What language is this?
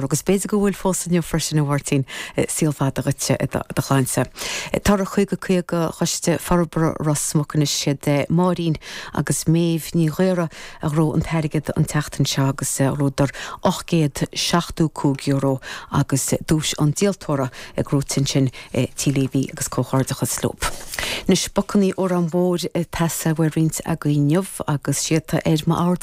Irish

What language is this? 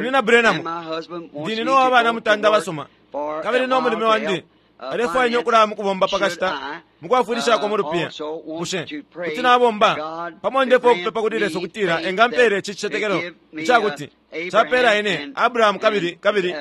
Bemba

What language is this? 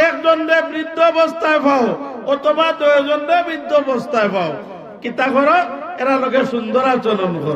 Sylheti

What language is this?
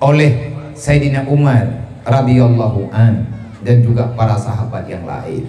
Achinese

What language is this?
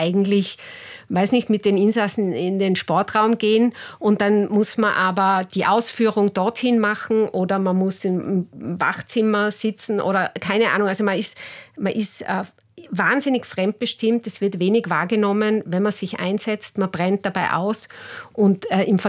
German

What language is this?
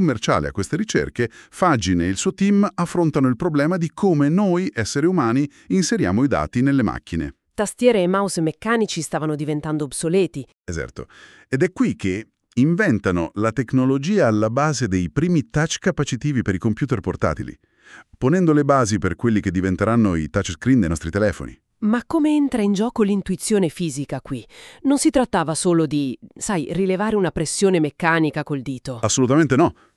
Italian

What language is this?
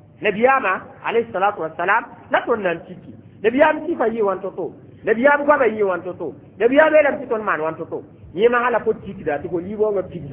Mossi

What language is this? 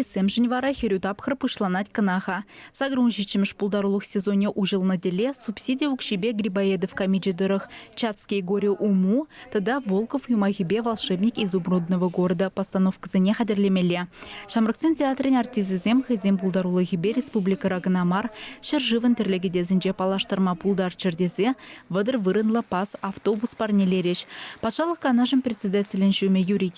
Chuvash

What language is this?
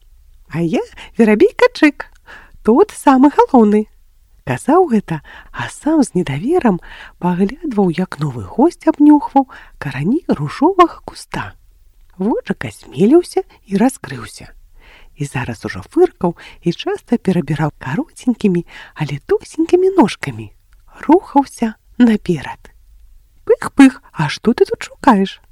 Belarusian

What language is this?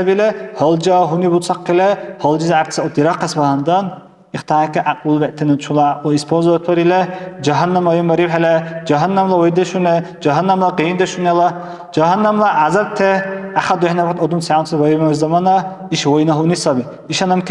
Dargwa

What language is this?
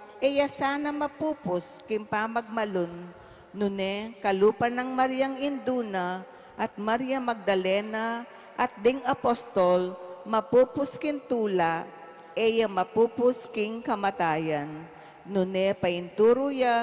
Pampanga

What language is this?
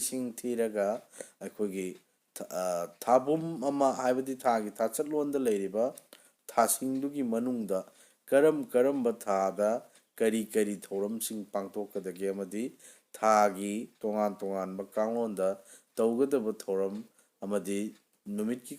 Manipuri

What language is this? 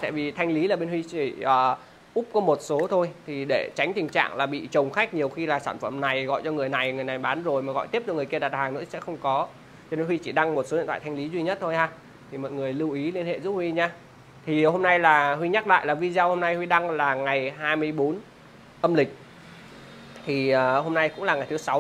Vietnamese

